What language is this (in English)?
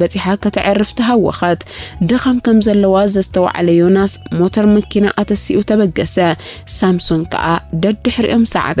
Tigrinya